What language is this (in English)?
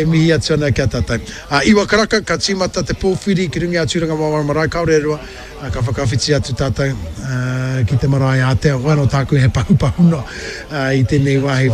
Māori